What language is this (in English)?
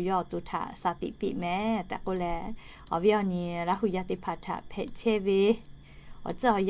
Lahu